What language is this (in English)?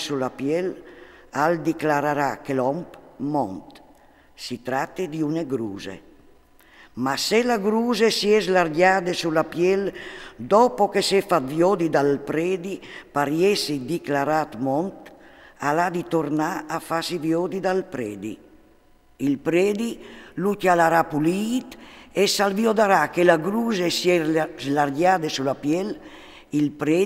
Friulian